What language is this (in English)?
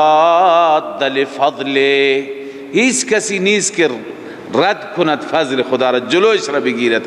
Persian